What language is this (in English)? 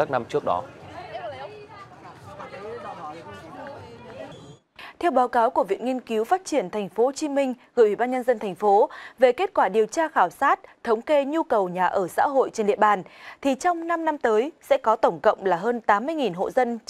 Vietnamese